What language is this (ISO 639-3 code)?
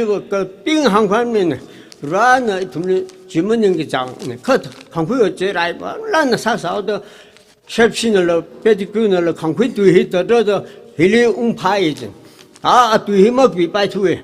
nmf